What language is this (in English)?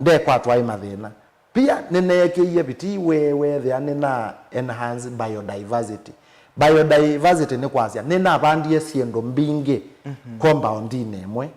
Kamba